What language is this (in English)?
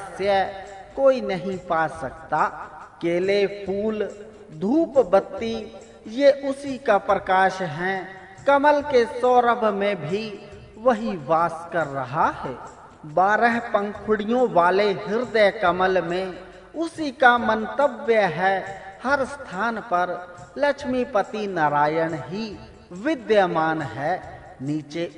Hindi